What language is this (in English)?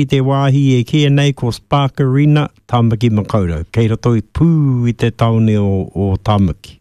Māori